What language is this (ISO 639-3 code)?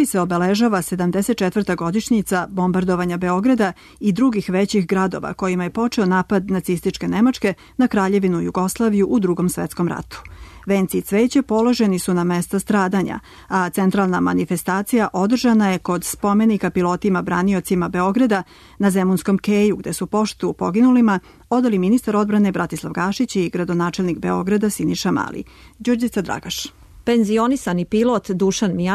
srp